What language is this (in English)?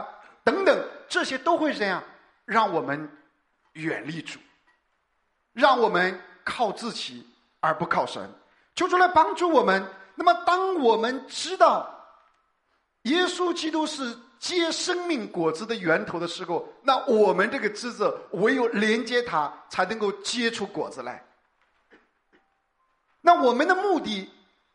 Chinese